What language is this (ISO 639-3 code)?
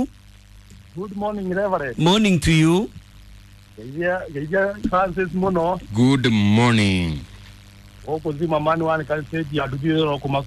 kik